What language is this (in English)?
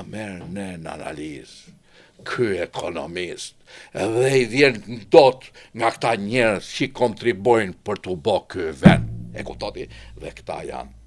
Albanian